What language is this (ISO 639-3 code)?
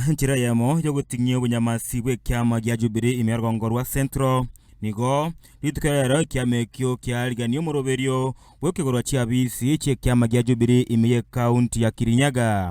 guz